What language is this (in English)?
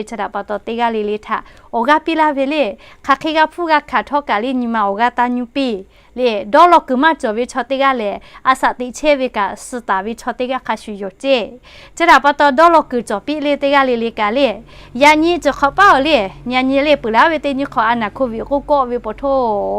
Lahu